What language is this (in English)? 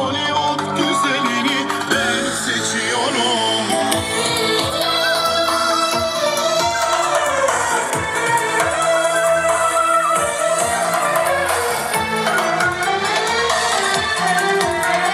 Turkish